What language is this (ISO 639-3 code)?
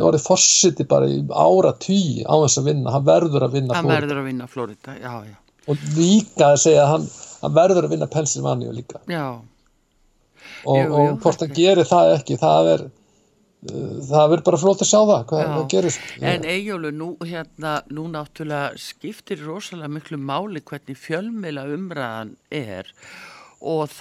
isl